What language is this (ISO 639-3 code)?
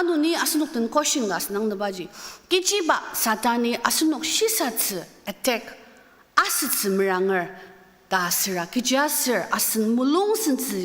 njo